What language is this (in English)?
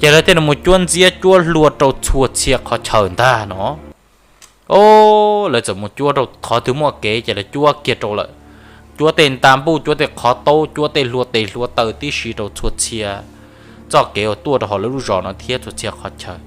Hmong